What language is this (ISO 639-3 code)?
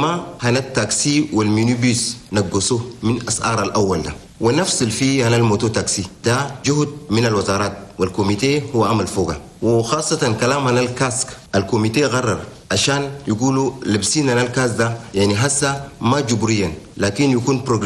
shu